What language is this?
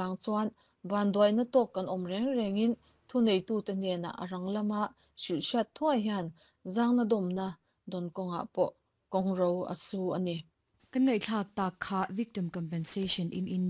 Mizo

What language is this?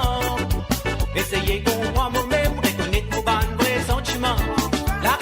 Morisyen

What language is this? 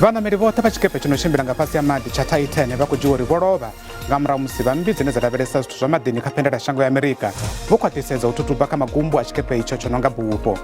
Venda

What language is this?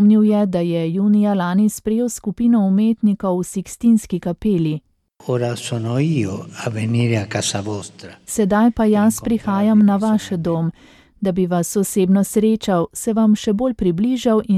Slovenian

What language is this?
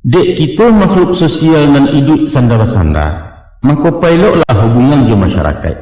Minangkabau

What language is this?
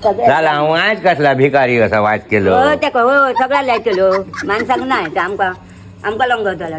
Konkani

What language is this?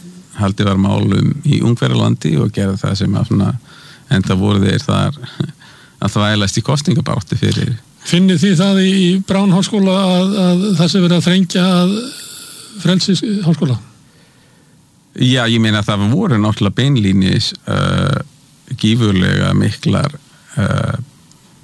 Icelandic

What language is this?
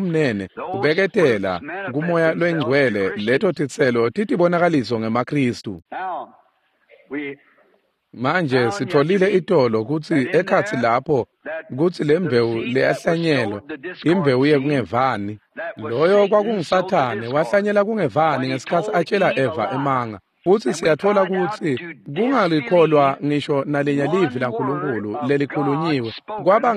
Swati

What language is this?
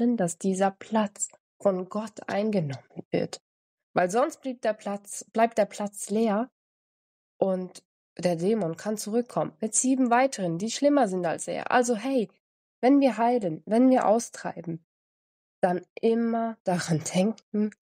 Swiss German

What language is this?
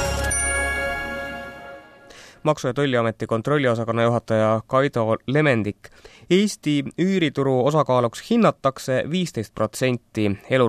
Estonian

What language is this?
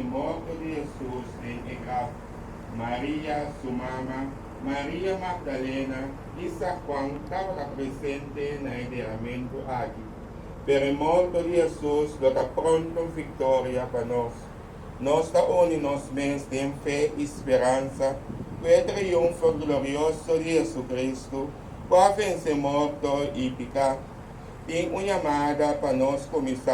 Papiamento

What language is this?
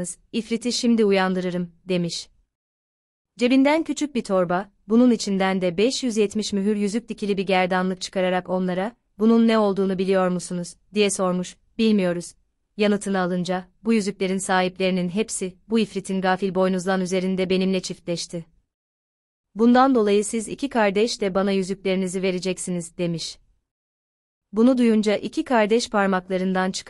Turkish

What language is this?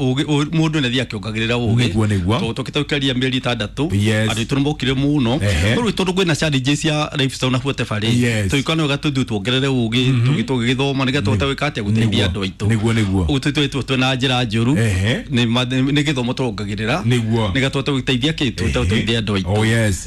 Kikuyu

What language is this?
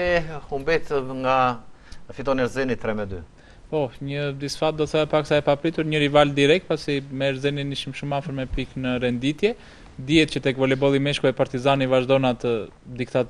Albanian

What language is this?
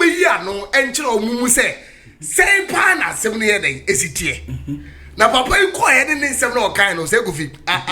Akan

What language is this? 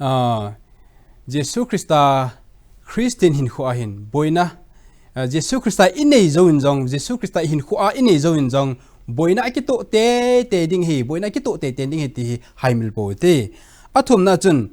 Thado Chin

